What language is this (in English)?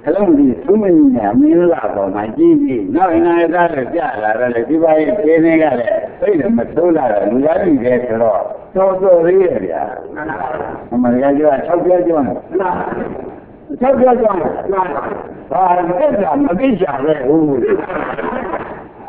Burmese